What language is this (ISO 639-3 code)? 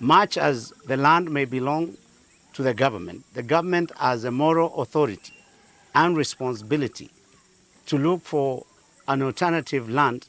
kam